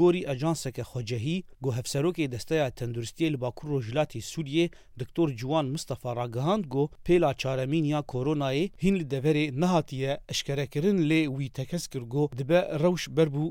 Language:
Kurdish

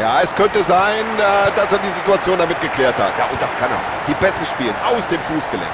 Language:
Bavarian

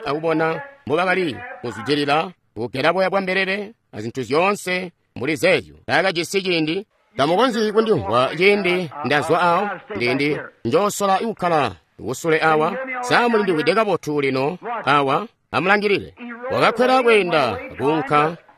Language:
Tonga (Zambia)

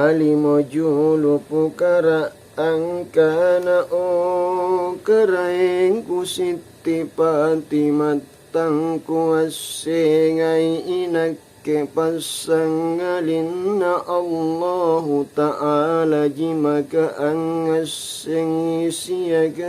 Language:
Makasar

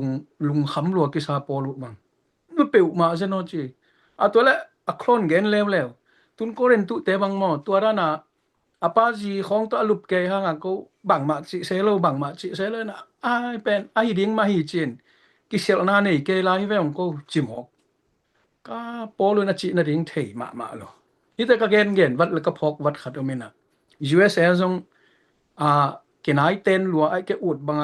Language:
Tedim Chin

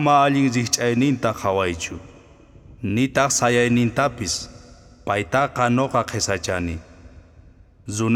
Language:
South Bolivian Quechua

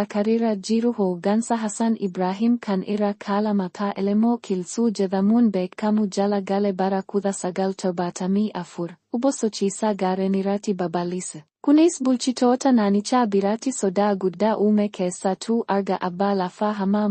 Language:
Oromo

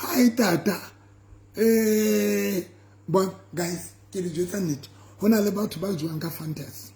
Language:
Southern Sotho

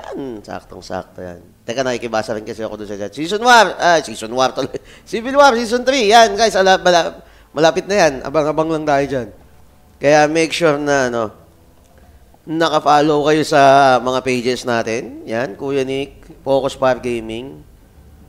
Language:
Filipino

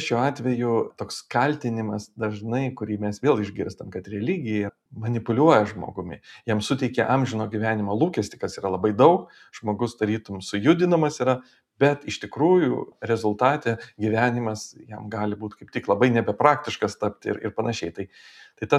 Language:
Lithuanian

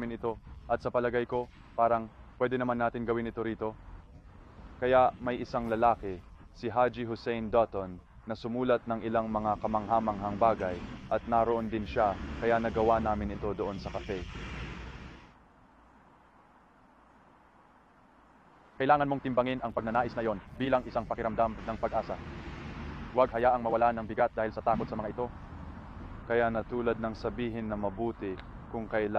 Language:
Filipino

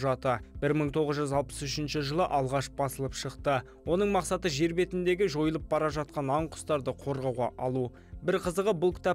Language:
Kazakh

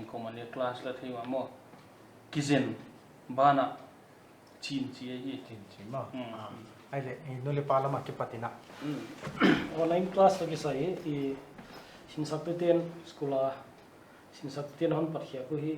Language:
Paite Chin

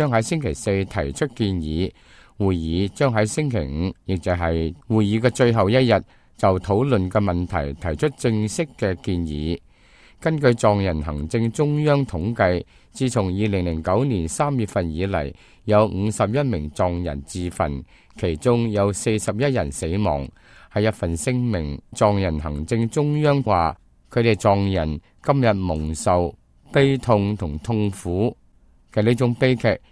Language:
Cantonese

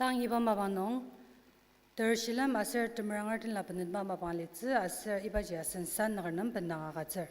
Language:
Ao Naga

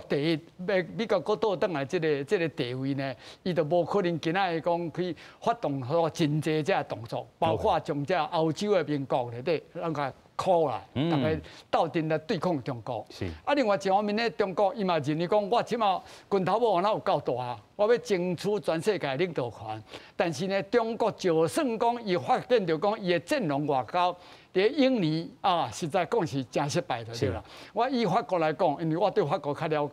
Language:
Min Nan Chinese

